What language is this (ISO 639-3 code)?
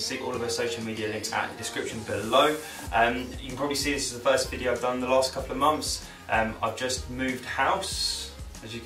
eng